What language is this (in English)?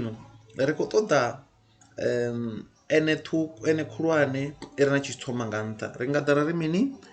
Venda